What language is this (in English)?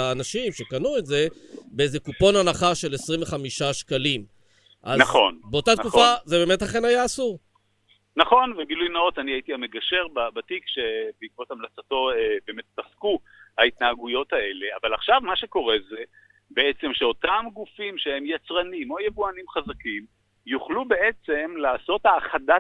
Hebrew